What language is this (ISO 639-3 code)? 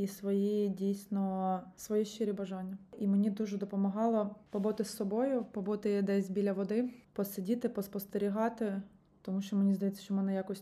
ukr